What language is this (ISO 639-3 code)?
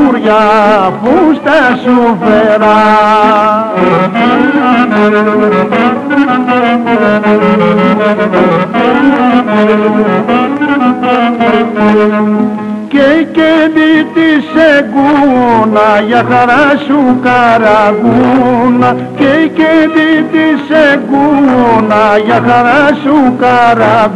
ell